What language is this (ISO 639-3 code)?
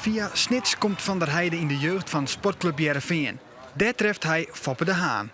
fry